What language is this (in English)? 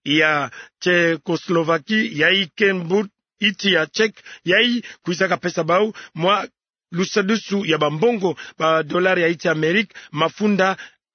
Kituba (Democratic Republic of Congo)